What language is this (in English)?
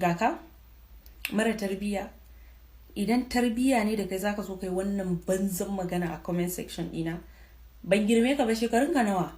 Hausa